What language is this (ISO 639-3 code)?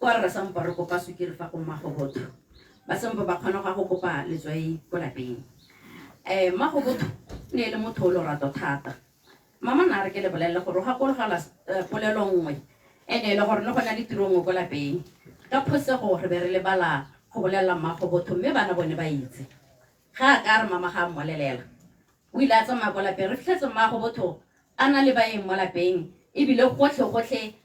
tsn